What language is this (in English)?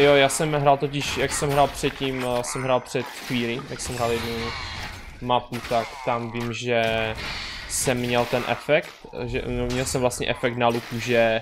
Czech